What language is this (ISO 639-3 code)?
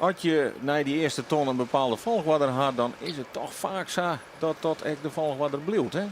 fry